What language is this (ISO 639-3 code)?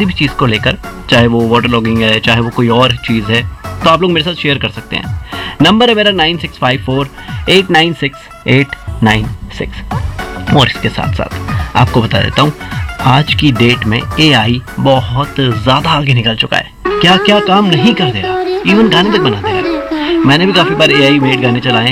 hin